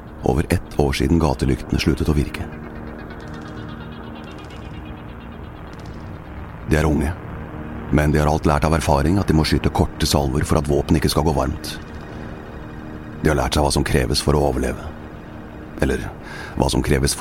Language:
Norwegian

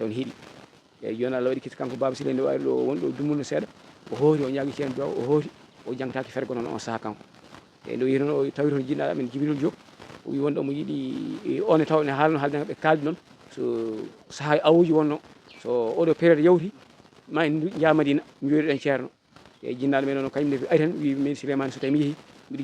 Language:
Fula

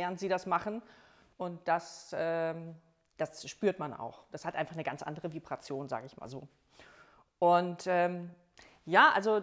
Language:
German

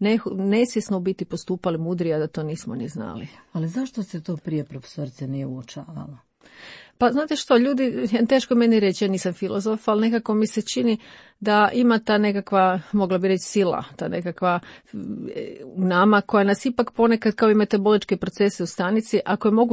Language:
Croatian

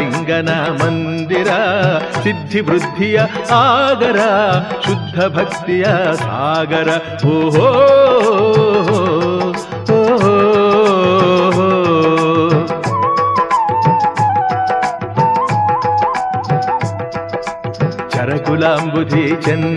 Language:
Kannada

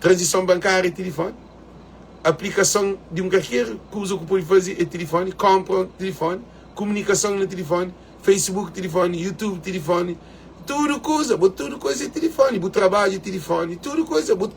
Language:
Kabuverdianu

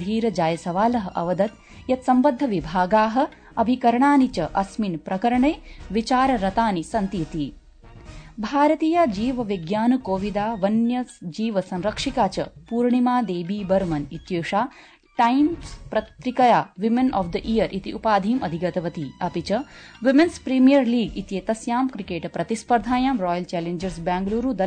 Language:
Sanskrit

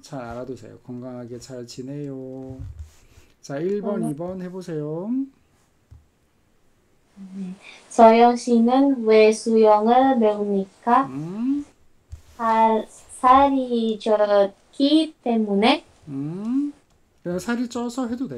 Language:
Korean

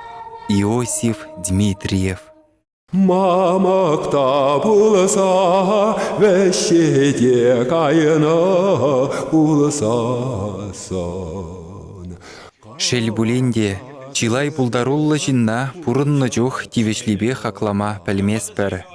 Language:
Chuvash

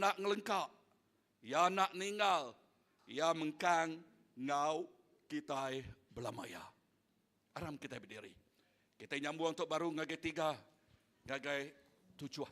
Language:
Iban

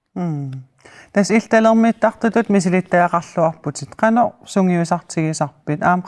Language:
Kalaallisut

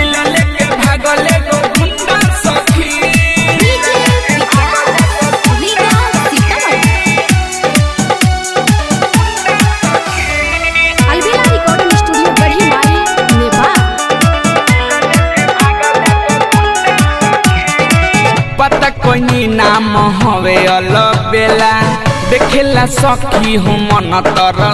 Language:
Bhojpuri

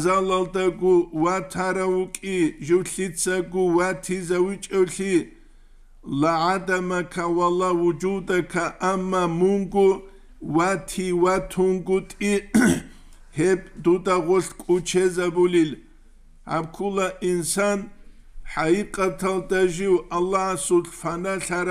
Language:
Avaric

